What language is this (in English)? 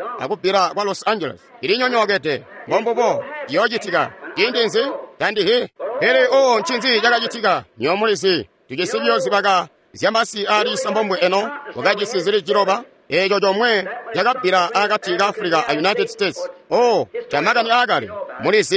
Tonga (Zambia)